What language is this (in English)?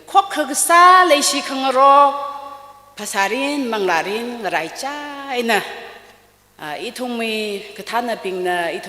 Tangkhul Naga (India)